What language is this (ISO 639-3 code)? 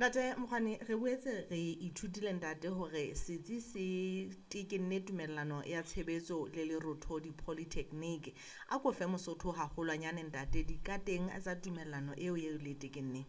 sot